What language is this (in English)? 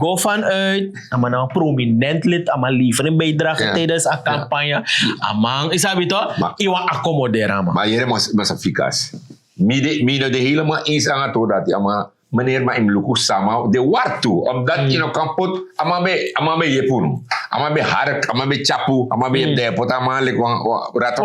Sranan Tongo